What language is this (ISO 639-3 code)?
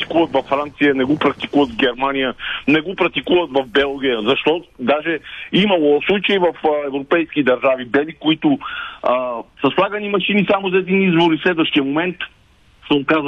bul